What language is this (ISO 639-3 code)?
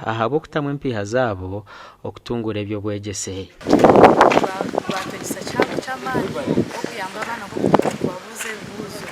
nyn